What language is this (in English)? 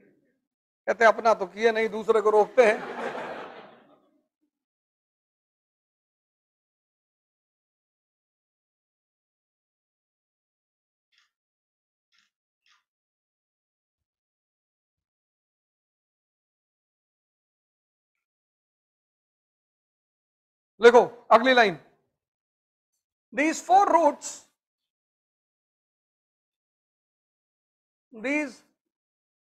Hindi